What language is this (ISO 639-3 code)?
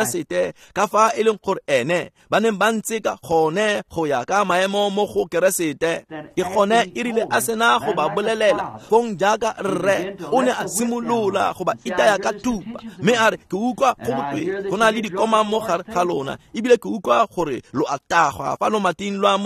tsn